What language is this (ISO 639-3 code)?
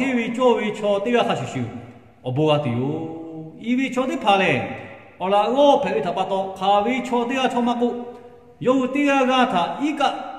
lhu